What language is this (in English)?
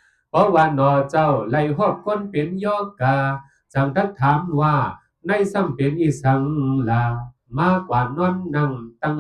Shan